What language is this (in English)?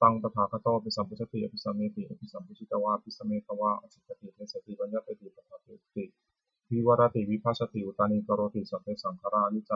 Pali